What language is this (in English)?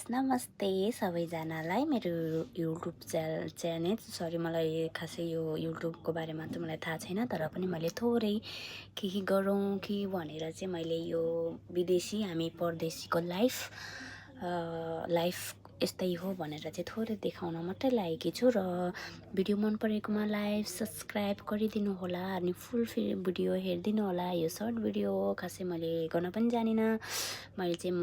Nepali